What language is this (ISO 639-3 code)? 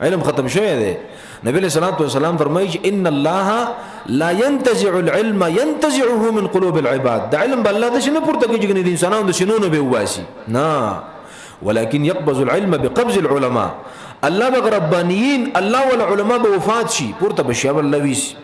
pus